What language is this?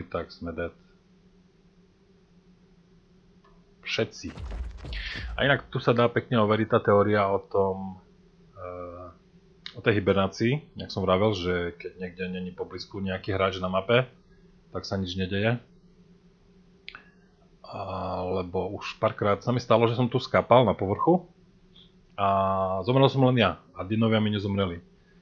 Slovak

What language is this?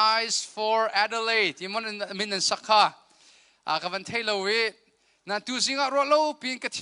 Hakha Chin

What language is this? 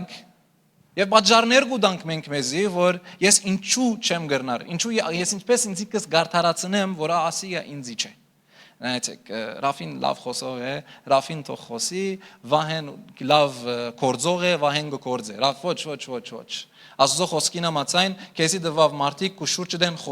Western Armenian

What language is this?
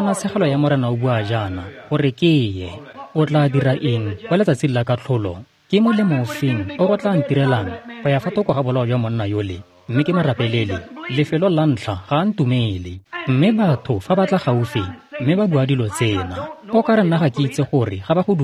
Tswana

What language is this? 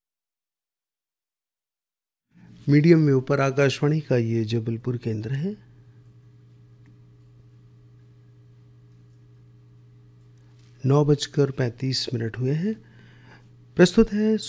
Hindi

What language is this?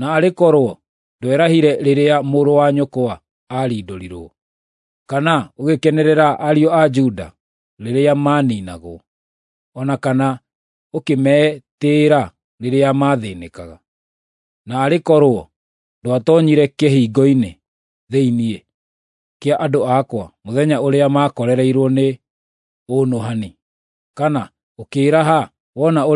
Kikuyu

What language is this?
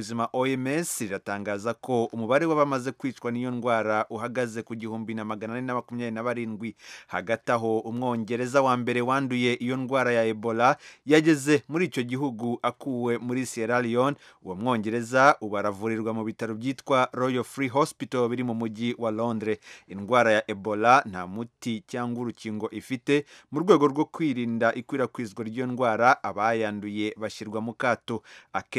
Kinyarwanda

